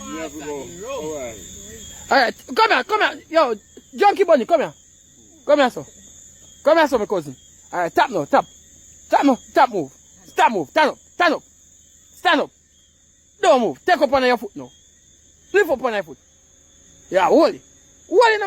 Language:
Jamaican Creole English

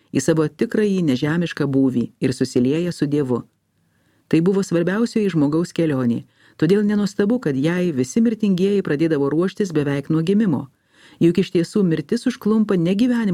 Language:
Lithuanian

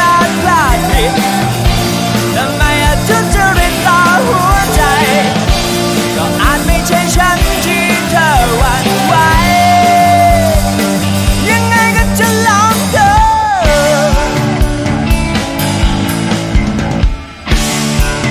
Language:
Thai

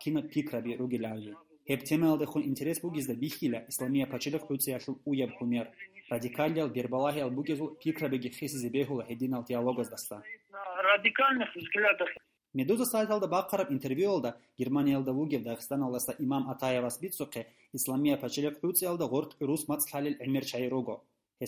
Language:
Avaric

